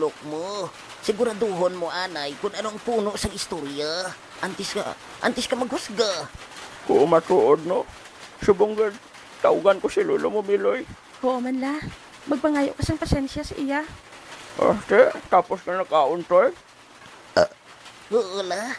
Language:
Hiligaynon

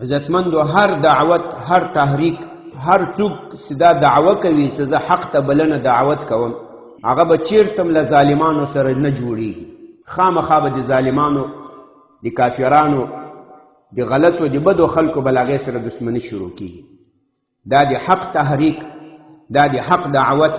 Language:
Pashto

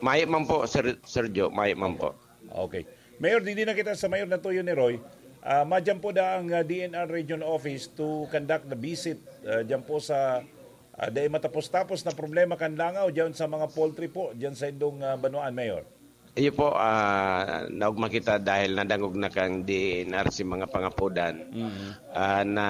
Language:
Bikol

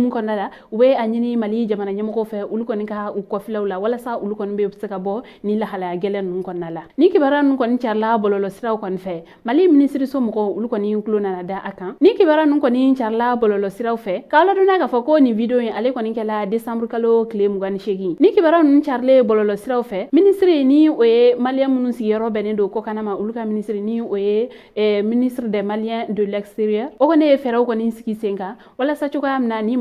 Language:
Bambara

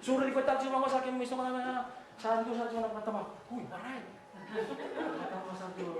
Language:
Fijian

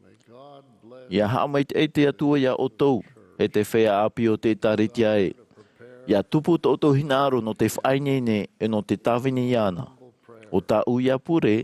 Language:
Tahitian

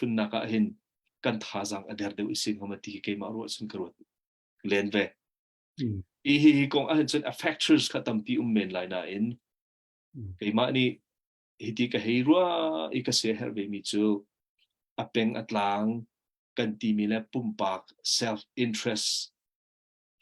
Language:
Hakha Chin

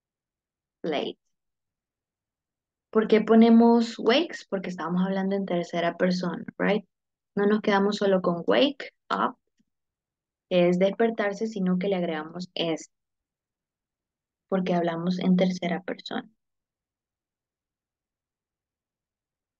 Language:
Spanish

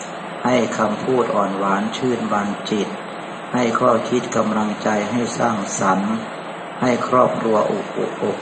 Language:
Thai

